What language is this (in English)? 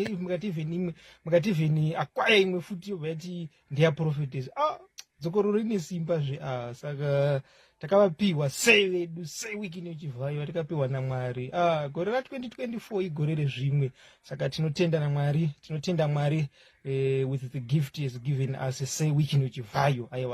Shona